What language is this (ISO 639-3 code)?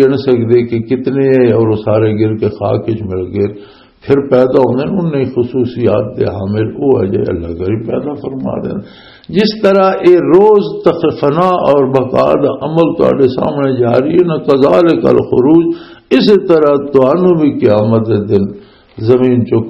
lah